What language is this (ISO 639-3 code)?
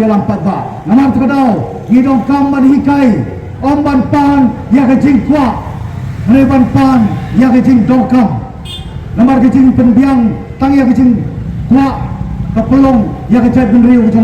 kha